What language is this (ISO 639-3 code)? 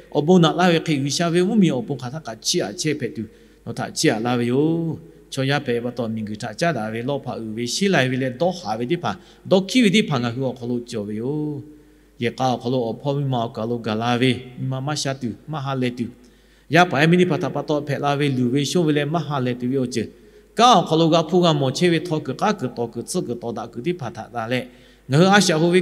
lhu